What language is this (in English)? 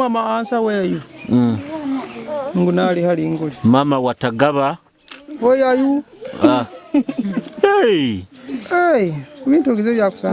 Nyoro